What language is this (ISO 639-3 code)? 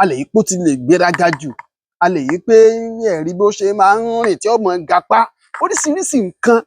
yor